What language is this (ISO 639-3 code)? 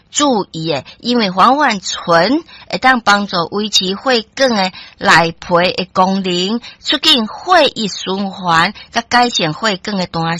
nan